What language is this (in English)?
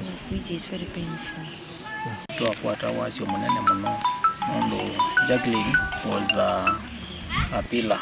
Kamba